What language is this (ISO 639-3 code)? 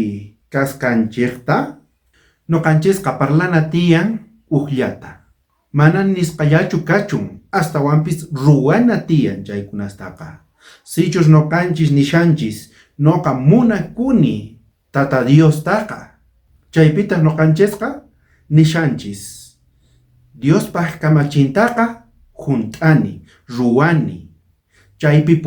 quh